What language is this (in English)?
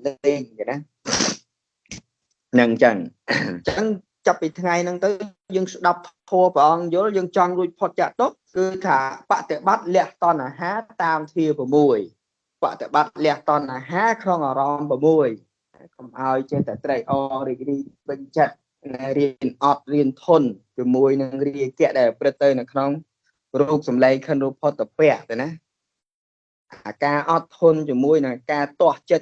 Khmer